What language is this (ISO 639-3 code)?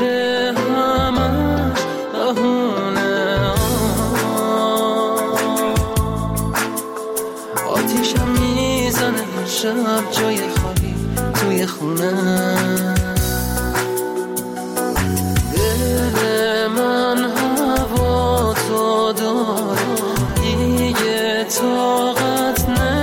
fas